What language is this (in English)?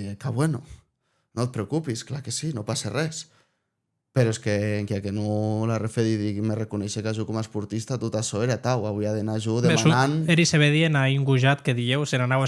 Occitan